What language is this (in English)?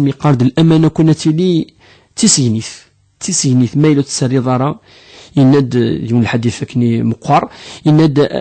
Kabyle